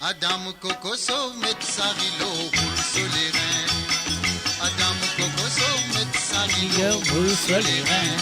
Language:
Morisyen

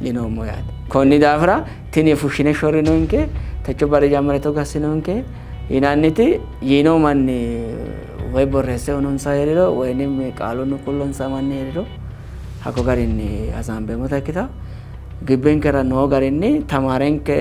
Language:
Sidamo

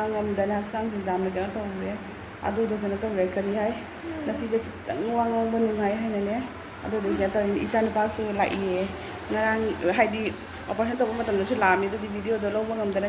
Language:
Manipuri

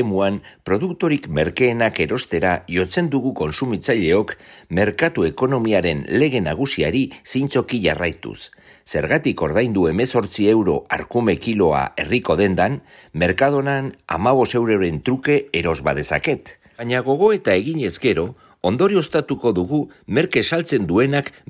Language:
Basque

